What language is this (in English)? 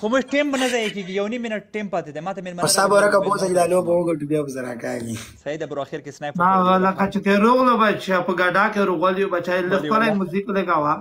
Pashto